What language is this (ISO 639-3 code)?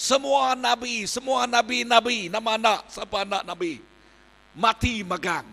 iba